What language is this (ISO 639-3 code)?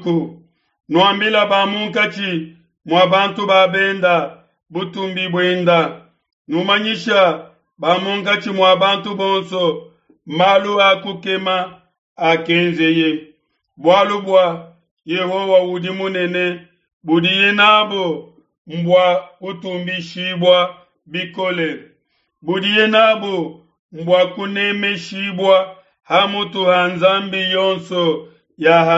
lua